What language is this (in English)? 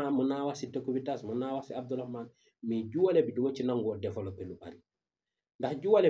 Wolof